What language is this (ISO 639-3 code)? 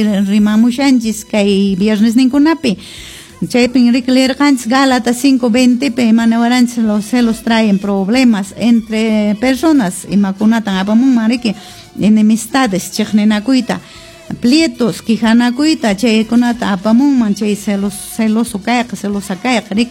que